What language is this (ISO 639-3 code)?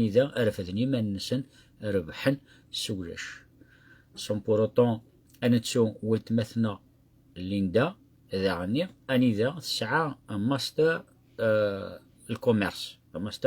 kab